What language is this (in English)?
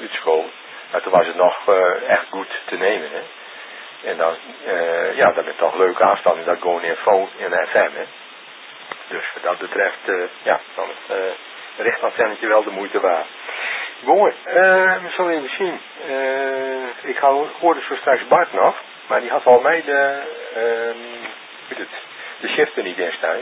Dutch